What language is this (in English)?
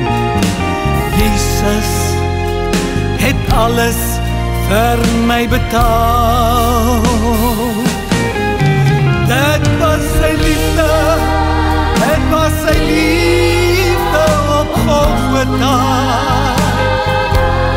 Afrikaans